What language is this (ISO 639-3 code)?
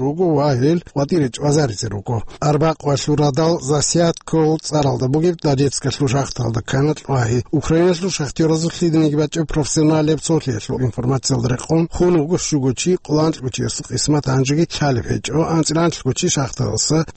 ava